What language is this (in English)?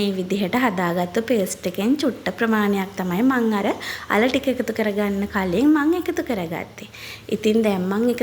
Sinhala